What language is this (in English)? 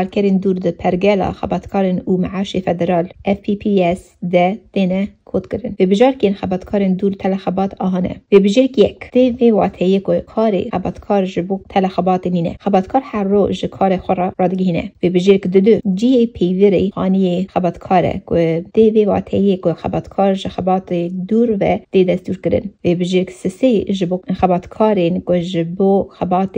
Kurdish